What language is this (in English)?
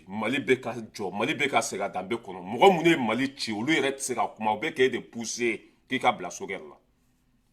Bambara